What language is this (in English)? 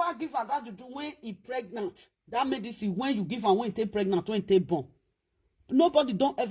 Nigerian Pidgin